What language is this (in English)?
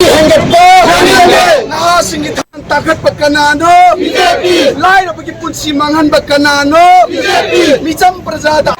Manipuri